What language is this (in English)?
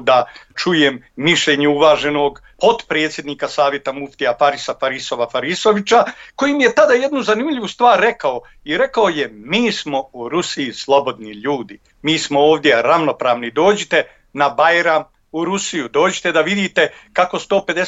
Bosnian